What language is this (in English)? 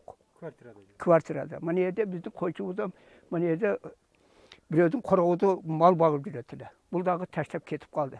Kyrgyz